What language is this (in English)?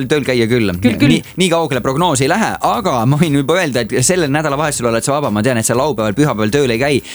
Estonian